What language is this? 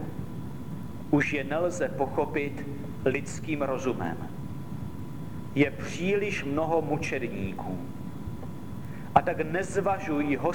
Czech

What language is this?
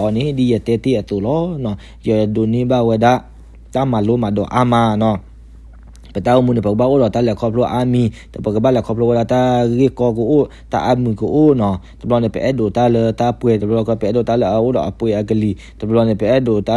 S'gaw Karen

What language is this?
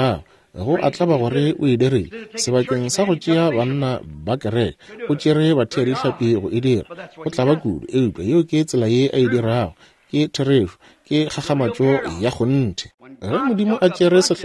Northern Sotho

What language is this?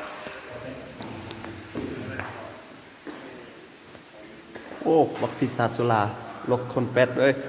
Lao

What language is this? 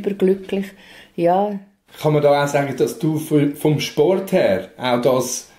Swiss German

